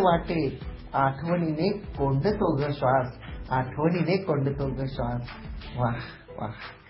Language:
Marathi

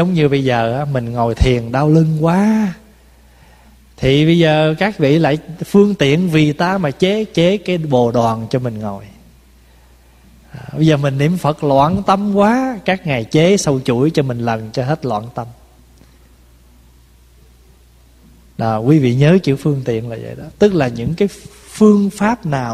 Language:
Vietnamese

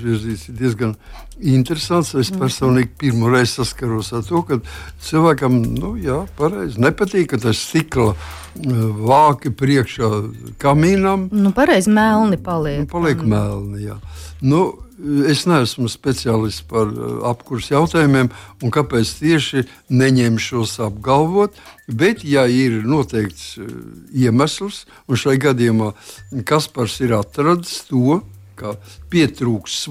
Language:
Latvian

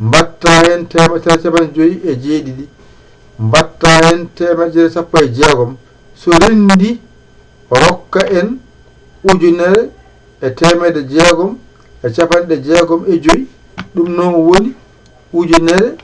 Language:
Fula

